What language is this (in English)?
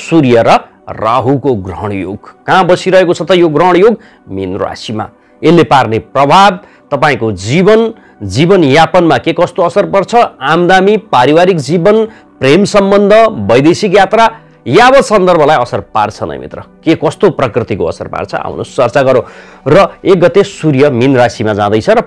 Nepali